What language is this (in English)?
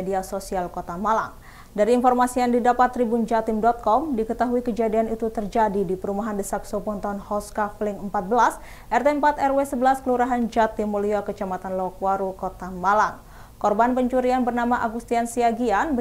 Indonesian